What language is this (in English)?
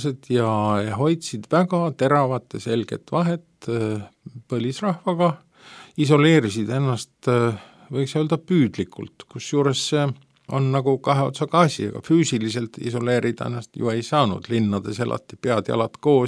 Estonian